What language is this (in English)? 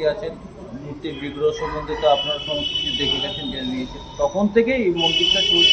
Bangla